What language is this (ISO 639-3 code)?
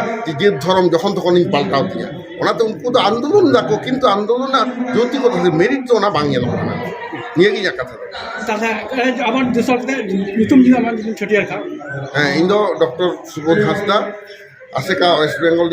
sat